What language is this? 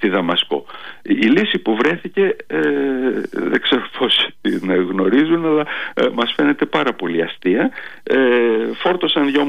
Greek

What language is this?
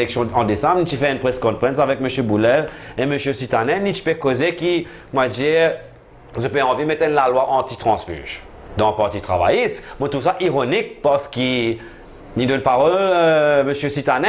Morisyen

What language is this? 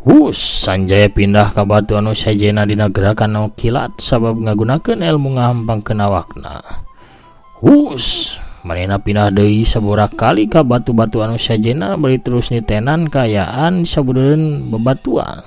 Sundanese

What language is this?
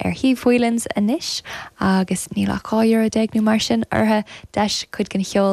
Irish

